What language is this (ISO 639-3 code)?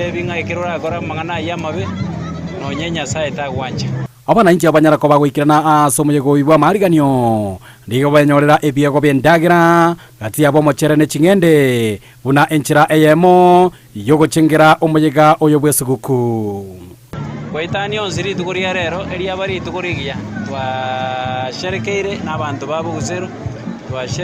guz